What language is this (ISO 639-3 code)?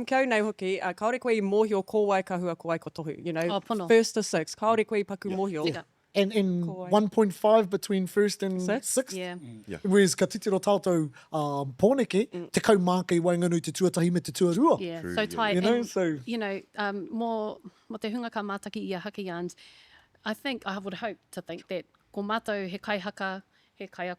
mri